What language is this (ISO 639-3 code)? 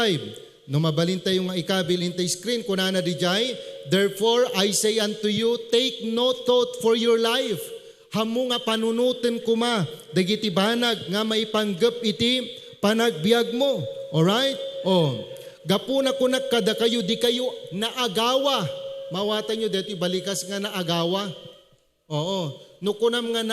ilo